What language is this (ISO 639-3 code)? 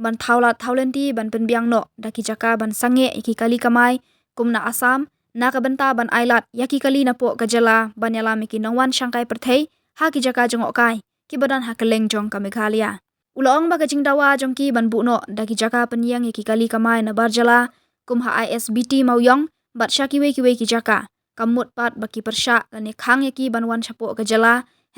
kha